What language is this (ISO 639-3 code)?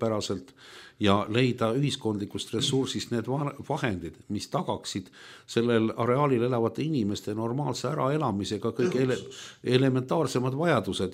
est